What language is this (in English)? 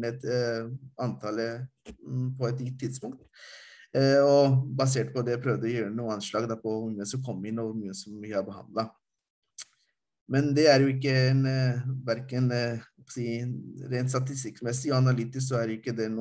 Norwegian